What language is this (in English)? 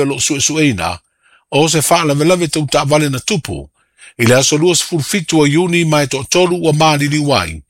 Samoan